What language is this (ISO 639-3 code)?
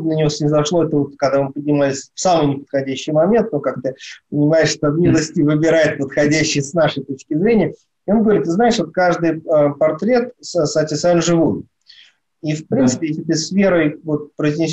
rus